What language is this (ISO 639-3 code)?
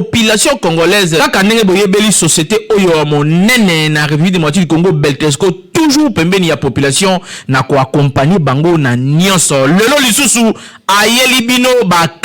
lin